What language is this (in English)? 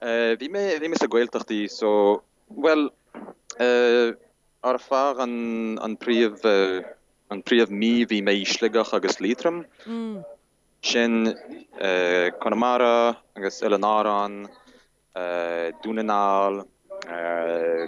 Irish